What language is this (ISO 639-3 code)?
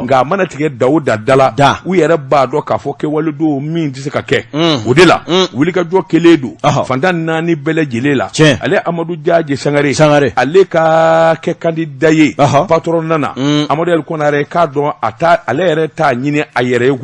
bam